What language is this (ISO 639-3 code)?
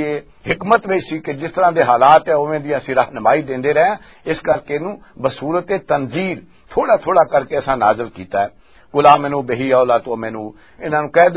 lah